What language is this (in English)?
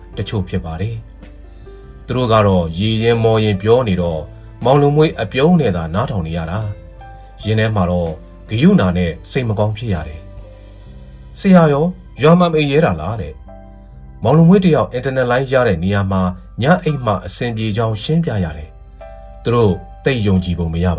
Burmese